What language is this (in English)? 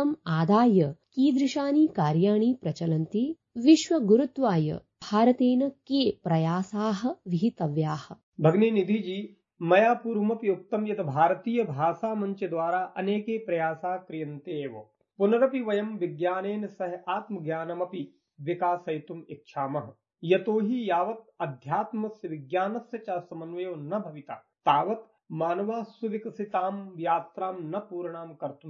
Sanskrit